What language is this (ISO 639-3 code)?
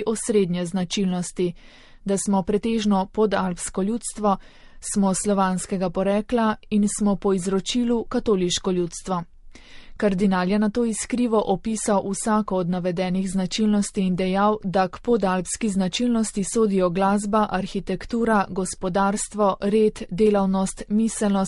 slv